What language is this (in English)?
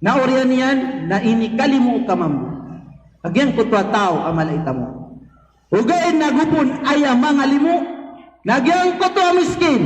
Maranao